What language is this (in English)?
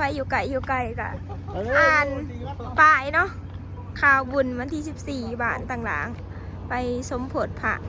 Lao